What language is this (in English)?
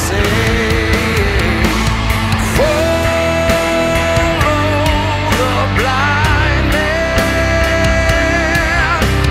Croatian